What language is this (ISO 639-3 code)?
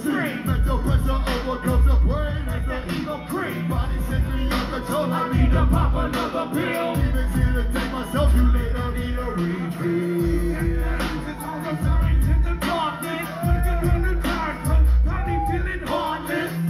eng